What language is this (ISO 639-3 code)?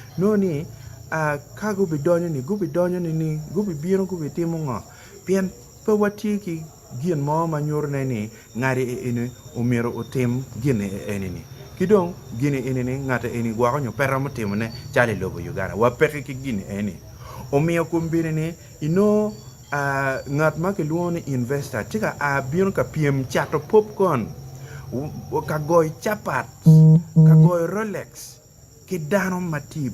ach